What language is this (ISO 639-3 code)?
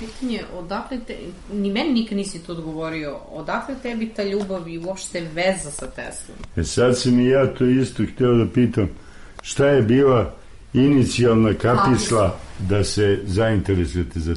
srp